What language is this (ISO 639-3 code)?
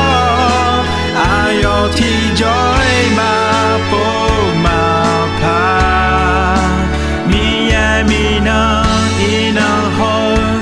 ahk